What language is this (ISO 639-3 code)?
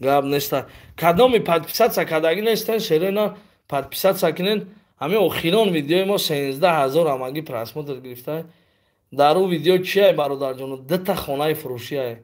tgk